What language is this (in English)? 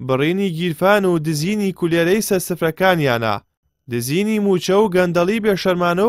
Central Kurdish